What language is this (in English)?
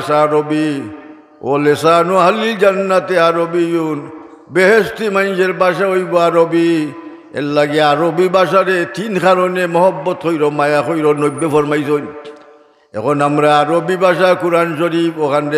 Sylheti